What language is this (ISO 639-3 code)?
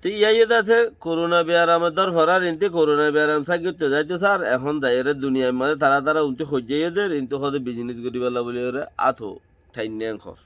rhg